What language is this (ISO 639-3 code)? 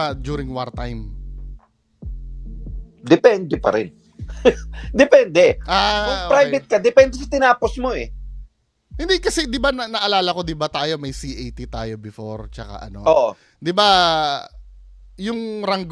fil